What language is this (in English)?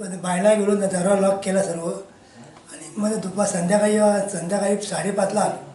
Konkani